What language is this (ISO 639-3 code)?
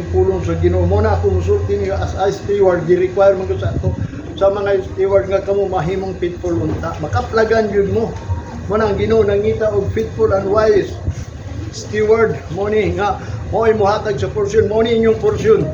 ceb